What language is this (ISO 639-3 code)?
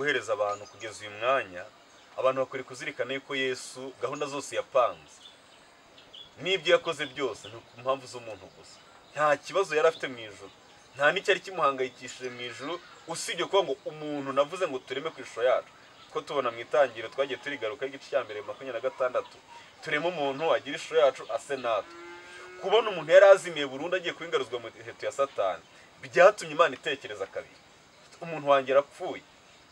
kin